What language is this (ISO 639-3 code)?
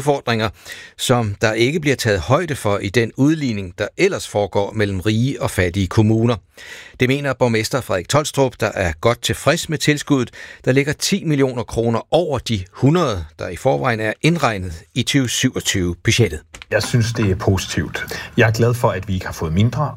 dan